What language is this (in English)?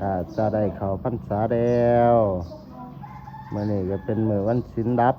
Lao